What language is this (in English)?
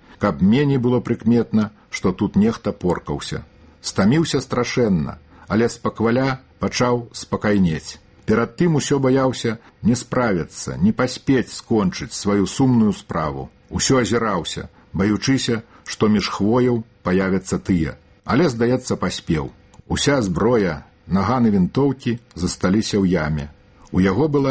Belarusian